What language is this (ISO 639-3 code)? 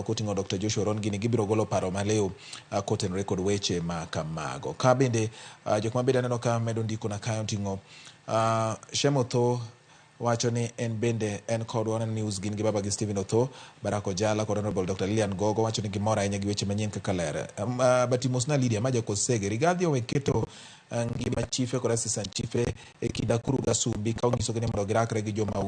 luo